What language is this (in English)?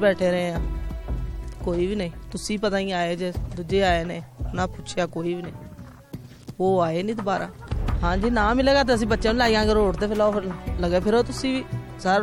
Punjabi